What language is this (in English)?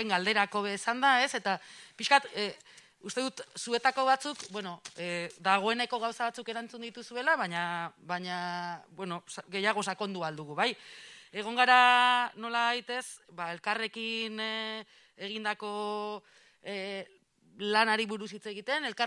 Basque